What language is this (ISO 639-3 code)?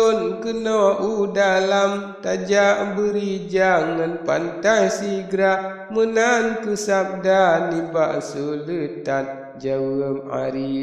ace